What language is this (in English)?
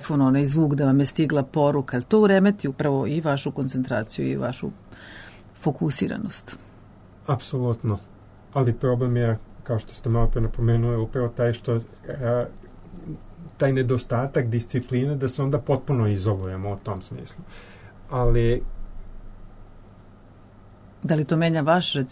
Serbian